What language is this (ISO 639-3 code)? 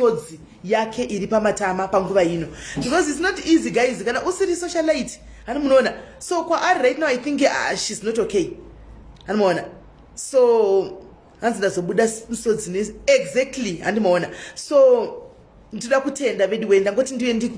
sna